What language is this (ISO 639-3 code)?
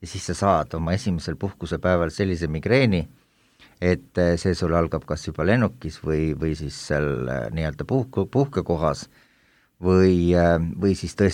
est